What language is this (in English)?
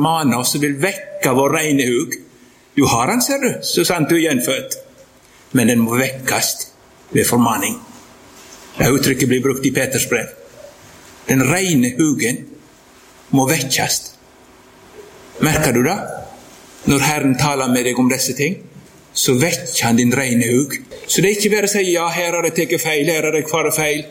Norwegian